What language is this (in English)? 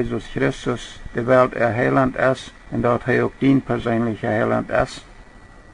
Plautdietsch